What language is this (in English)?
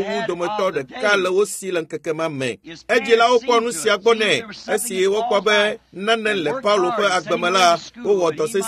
Ewe